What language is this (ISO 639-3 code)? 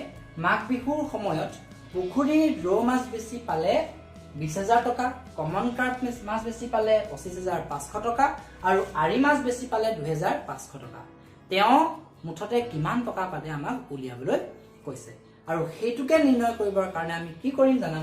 asm